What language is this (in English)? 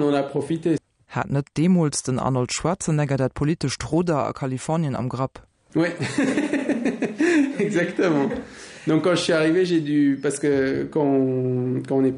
Luxembourgish